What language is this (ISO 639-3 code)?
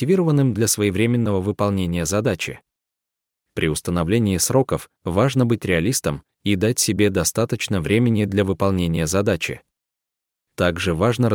rus